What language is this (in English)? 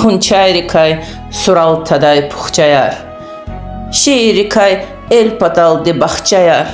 Lezghian